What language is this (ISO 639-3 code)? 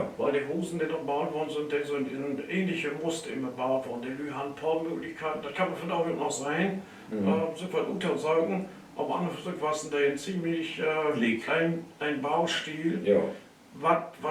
nds